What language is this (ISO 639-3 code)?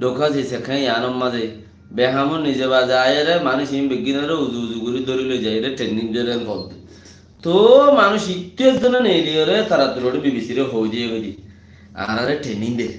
rhg